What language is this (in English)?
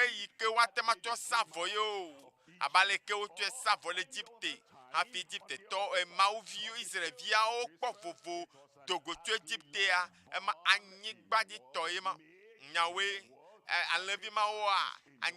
Ewe